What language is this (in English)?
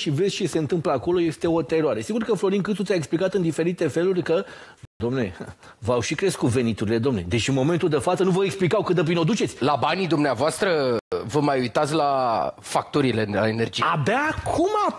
Romanian